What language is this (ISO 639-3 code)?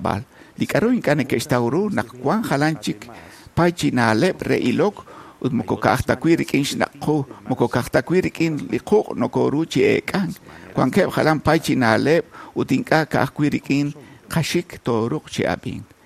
kek